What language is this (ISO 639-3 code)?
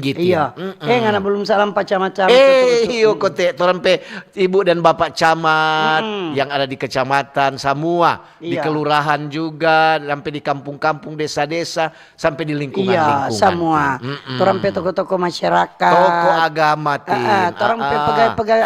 xmm